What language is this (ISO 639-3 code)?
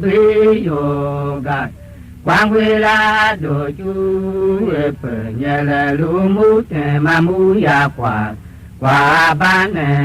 tiv